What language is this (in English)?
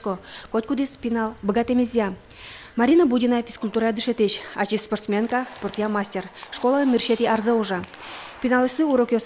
Udmurt